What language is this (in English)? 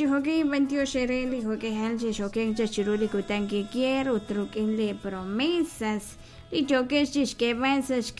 Kekchí